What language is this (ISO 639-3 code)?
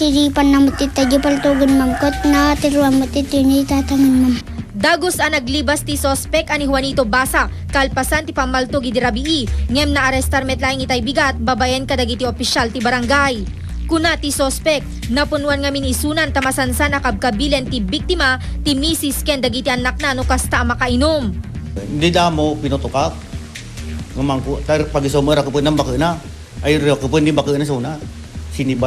ilo